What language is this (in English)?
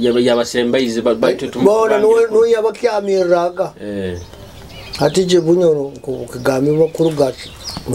Nyoro